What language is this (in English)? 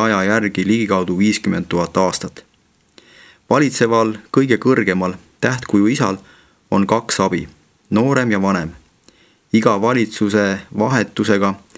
Estonian